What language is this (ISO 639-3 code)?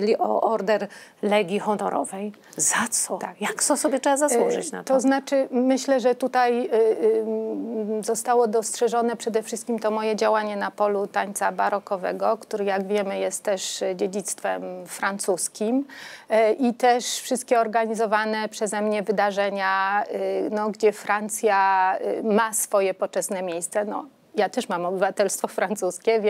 pol